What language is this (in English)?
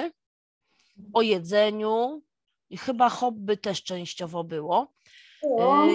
Polish